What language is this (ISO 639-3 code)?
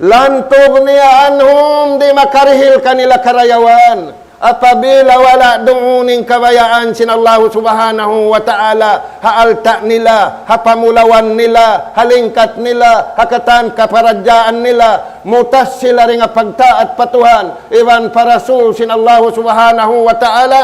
tsg